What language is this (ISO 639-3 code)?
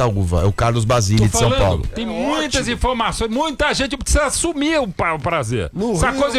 por